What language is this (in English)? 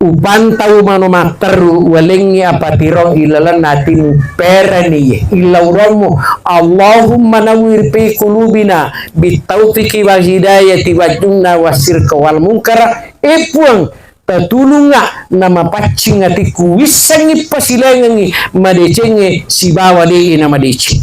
Buginese